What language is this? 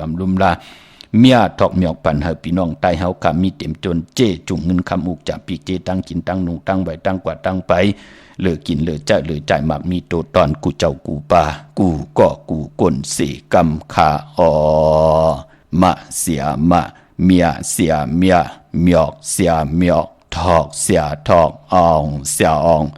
Shan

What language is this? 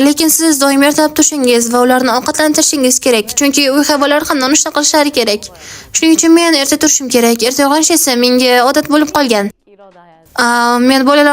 Uzbek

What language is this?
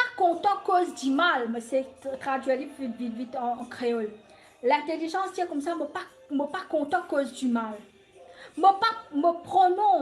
Morisyen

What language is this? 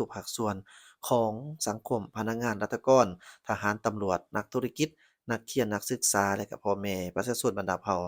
Lao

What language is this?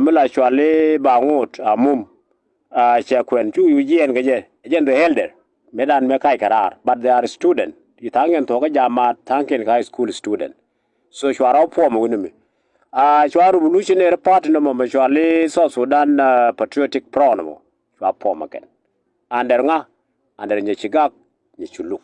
Nuer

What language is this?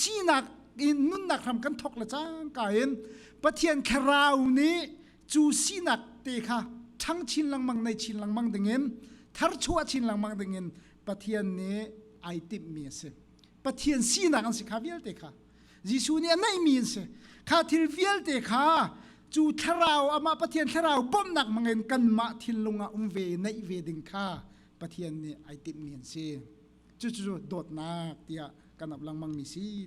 Hakha Chin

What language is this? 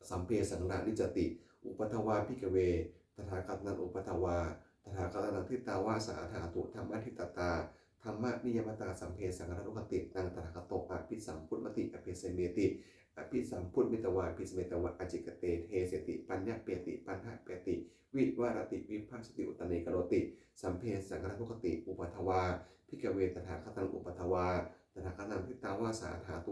Pali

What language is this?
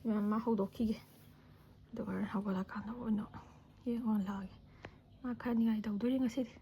Manipuri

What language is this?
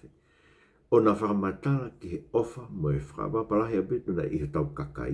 Tongan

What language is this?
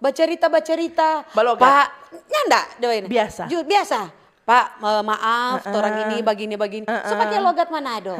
Manado Malay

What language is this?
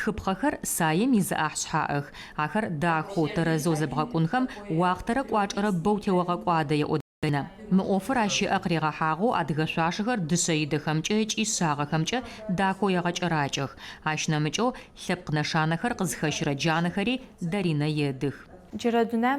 Adyghe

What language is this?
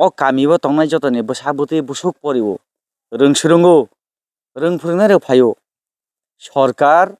Kok Borok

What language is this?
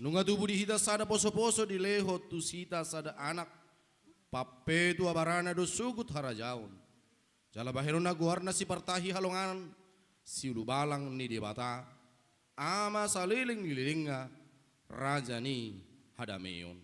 Batak Toba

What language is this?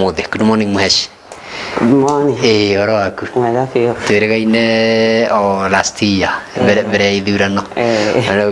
Kikuyu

